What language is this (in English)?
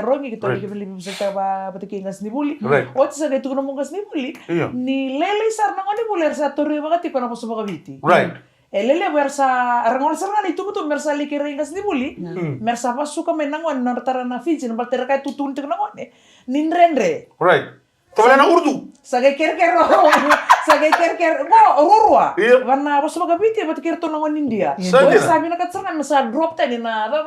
Fijian